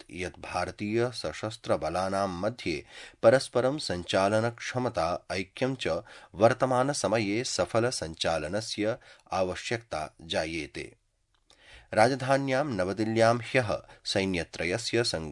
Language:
Sanskrit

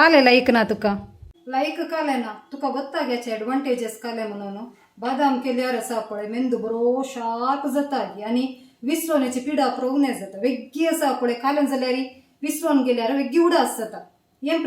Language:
Konkani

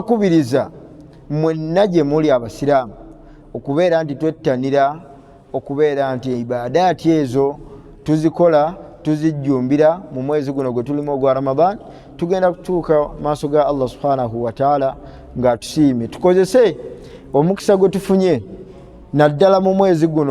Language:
Ganda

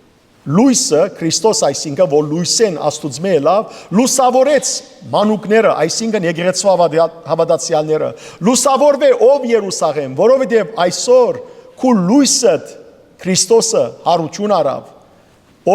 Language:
Western Armenian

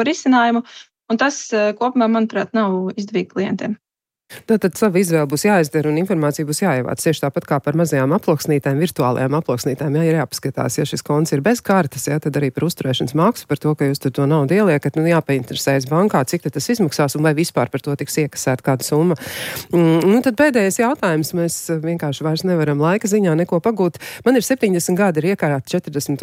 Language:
Latvian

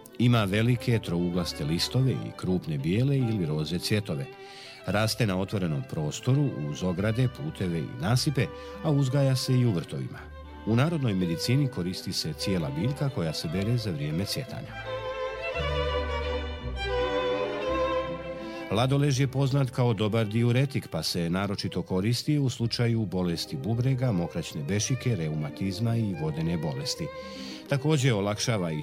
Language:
Bosnian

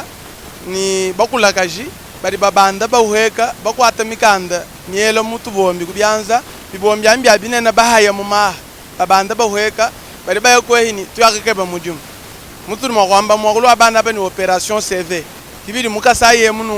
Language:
Luba-Lulua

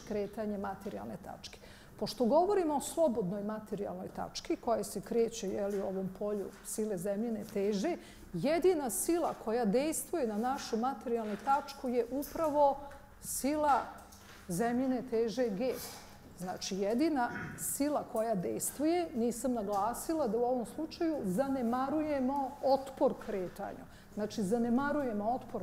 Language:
Bosnian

